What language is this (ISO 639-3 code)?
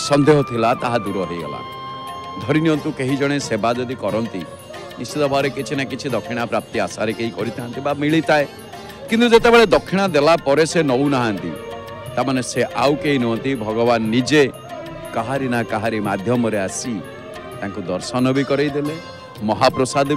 ori